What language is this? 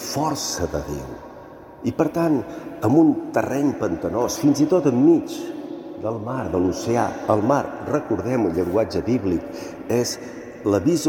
Catalan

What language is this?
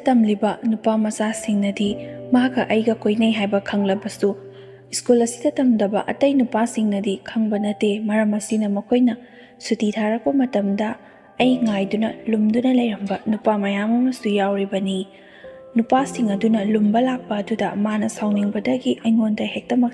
Manipuri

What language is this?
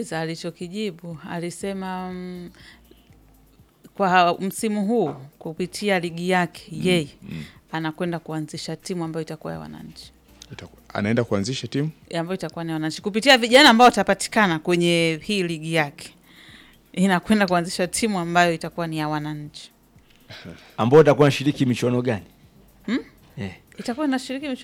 Swahili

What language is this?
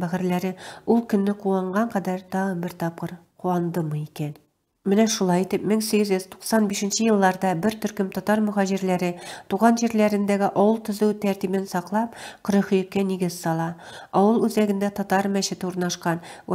Tatar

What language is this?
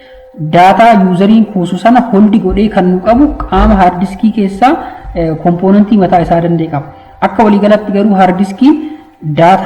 Oromo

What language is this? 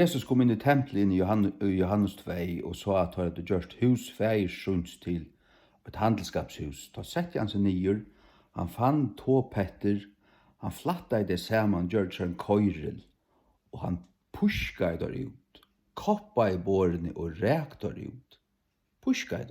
Faroese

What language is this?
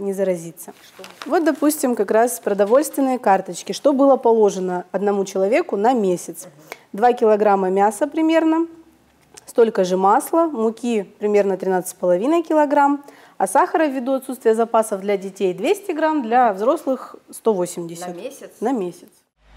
Russian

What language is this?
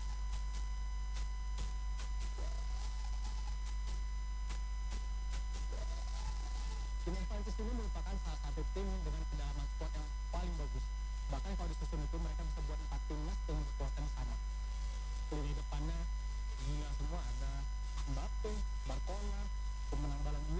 Indonesian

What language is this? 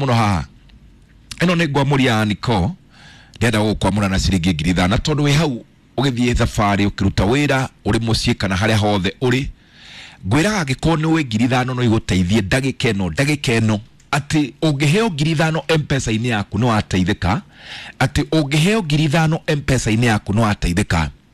Kikuyu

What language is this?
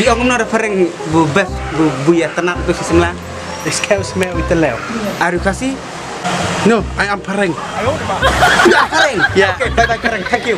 Khasi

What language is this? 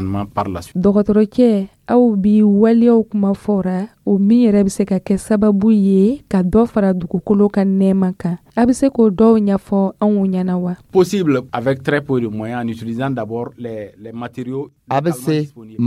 Dyula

